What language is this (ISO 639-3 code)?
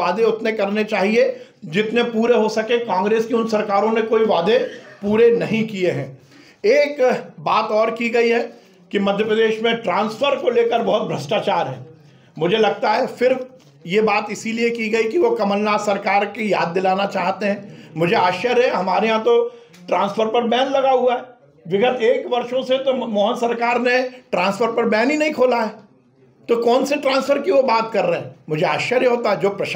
hin